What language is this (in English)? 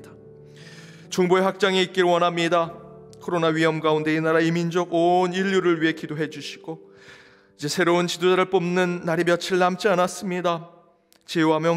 Korean